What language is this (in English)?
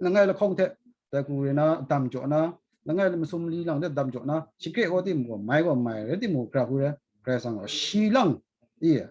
Kachin